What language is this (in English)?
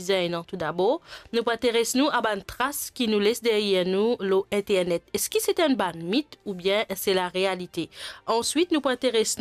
Morisyen